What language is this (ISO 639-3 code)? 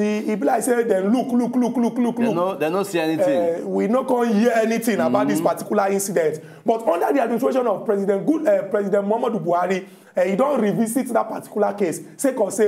pcm